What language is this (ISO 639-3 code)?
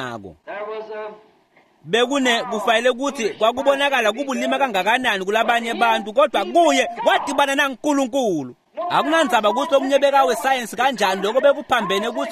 ssw